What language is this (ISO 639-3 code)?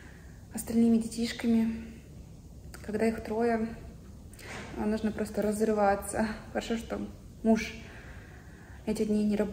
rus